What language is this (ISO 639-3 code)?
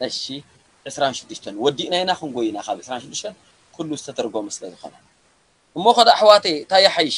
tir